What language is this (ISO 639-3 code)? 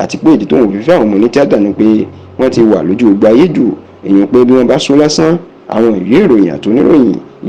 yor